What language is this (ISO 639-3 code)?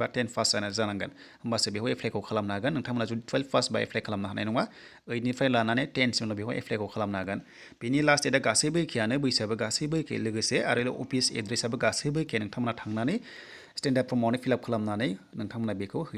brx